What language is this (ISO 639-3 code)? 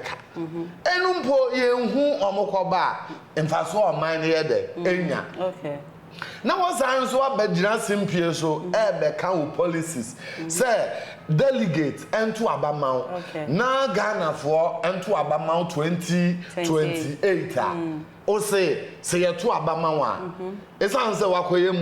aka